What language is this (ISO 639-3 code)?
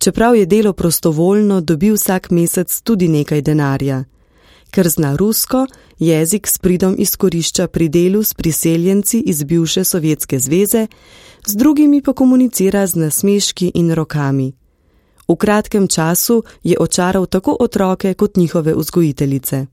slv